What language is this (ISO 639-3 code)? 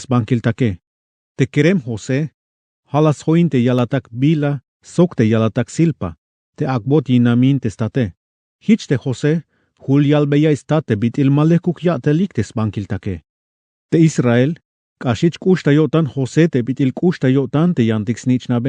tzh